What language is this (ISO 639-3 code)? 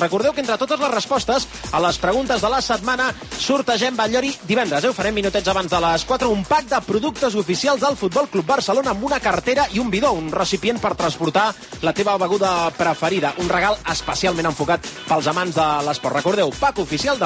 cat